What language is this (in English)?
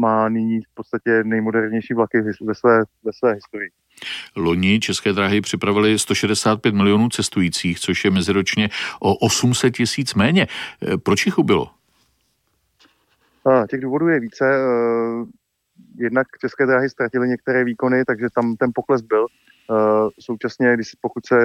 Czech